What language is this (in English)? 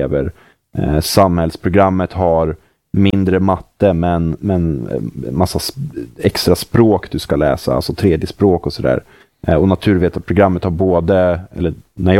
Swedish